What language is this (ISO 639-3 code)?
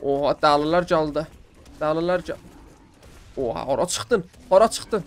azb